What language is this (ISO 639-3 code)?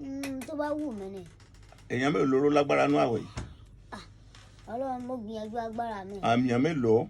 yor